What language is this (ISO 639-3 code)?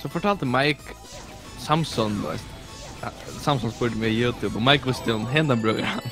fao